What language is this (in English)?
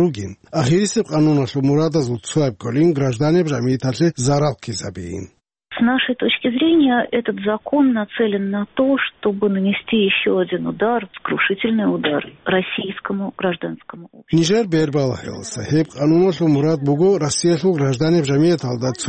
Avaric